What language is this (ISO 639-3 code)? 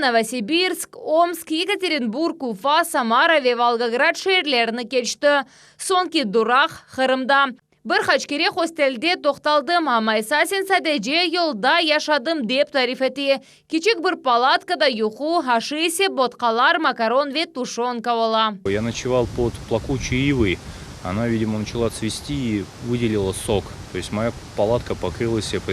crh